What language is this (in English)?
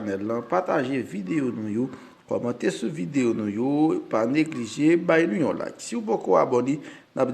Haitian Creole